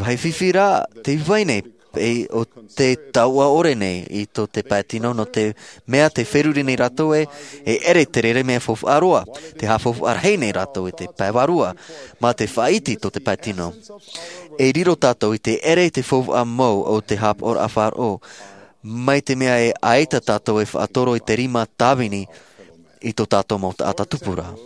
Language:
Tahitian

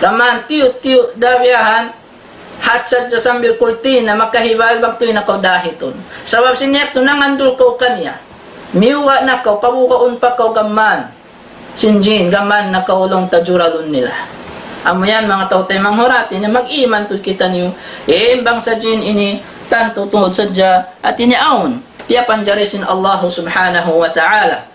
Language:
Tausug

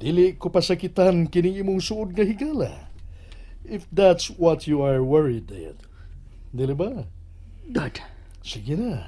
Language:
Cebuano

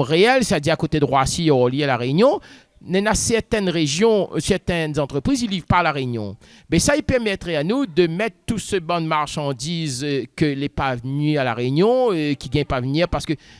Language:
Réunion Creole French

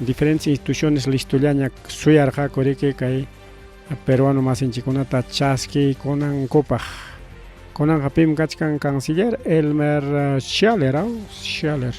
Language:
Ayacucho Quechua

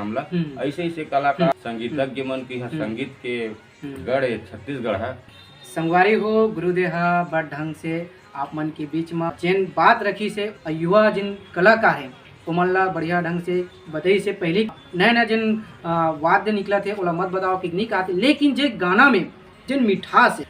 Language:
Chhattisgarhi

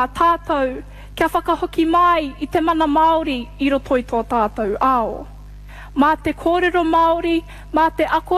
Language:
Māori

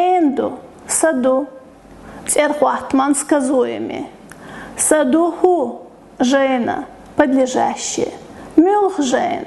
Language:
Chechen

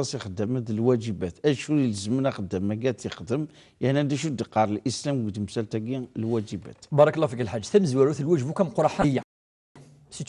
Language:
Kabyle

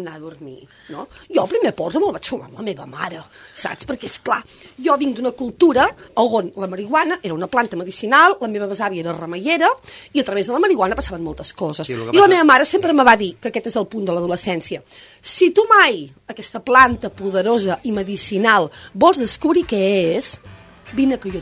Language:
Catalan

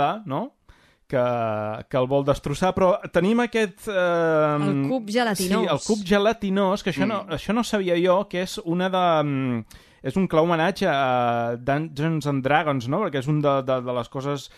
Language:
Catalan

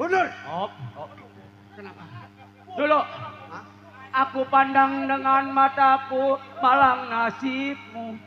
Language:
Betawi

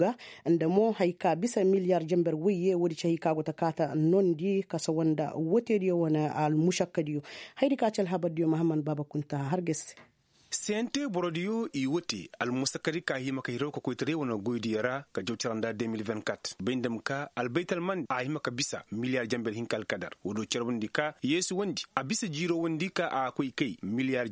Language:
Koyraboro Senni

